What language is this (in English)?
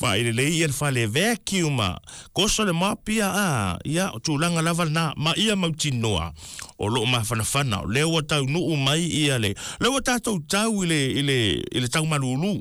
Samoan